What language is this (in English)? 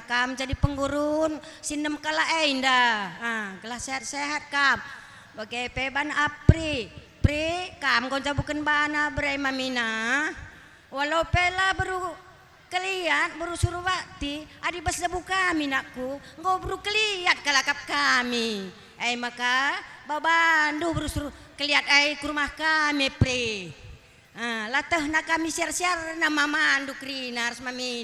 Batak Karo